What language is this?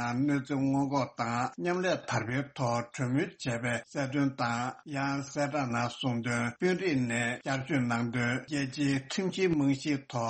Tibetan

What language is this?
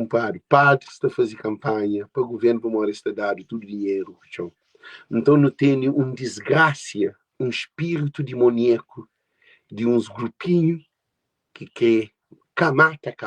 Kabuverdianu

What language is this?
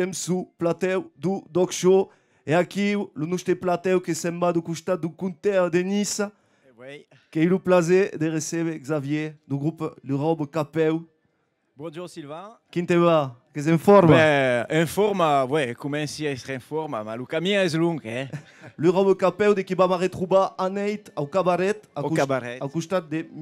Occitan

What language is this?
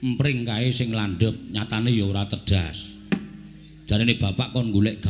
Javanese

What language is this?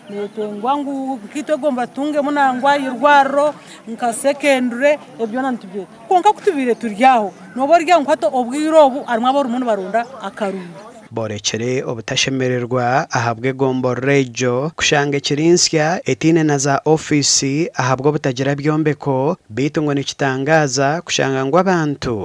Nyankole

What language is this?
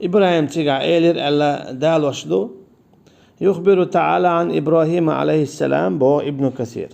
Chechen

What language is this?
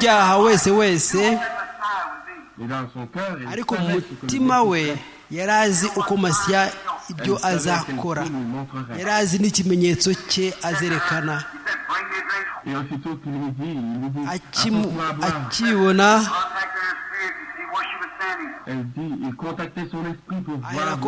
Kinyarwanda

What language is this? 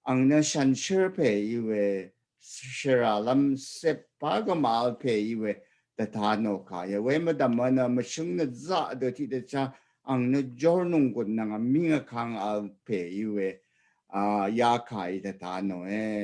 Rawang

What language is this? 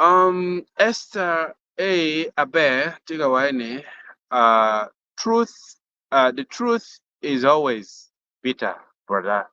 Acoli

